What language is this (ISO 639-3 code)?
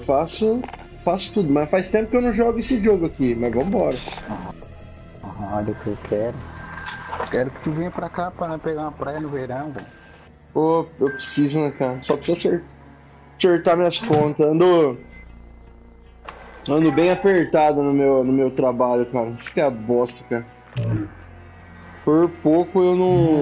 por